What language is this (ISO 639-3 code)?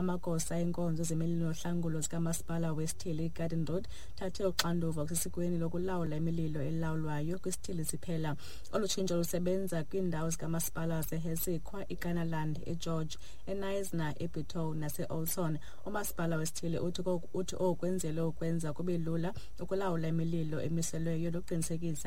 xho